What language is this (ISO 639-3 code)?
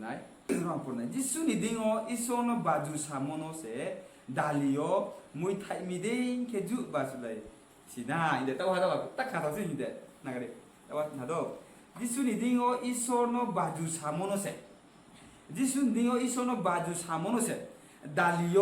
ria